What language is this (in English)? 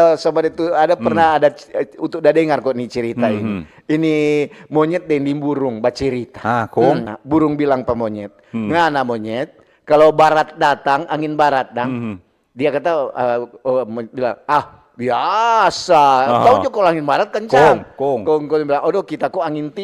Manado Malay